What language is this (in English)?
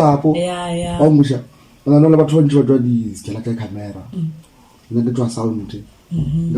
Northern Sotho